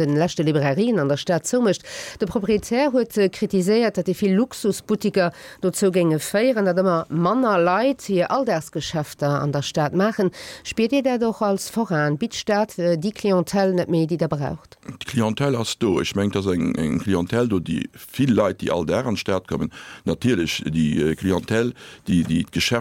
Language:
Luxembourgish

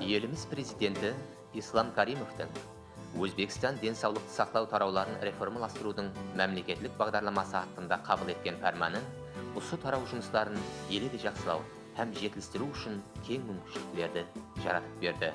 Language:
Kara-Kalpak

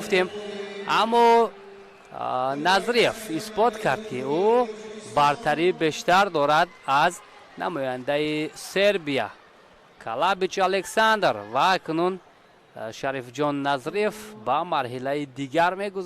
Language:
Tajik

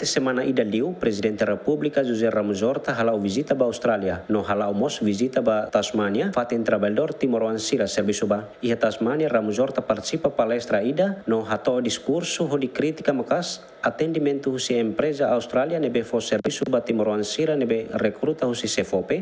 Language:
Tetum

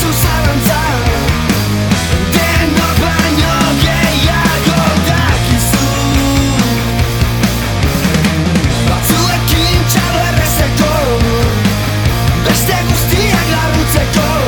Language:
Basque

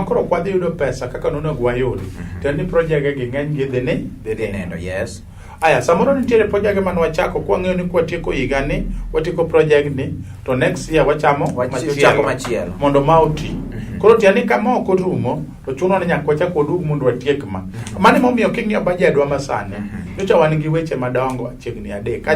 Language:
Luo (Kenya and Tanzania)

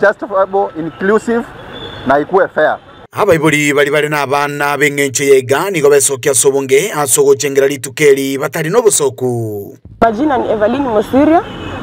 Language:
Gusii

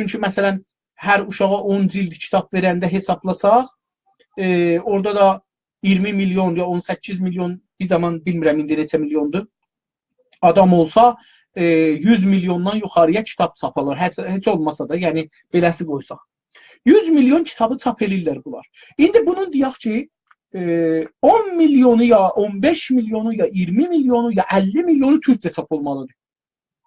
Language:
South Azerbaijani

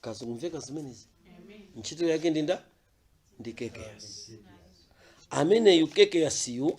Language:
Nyanja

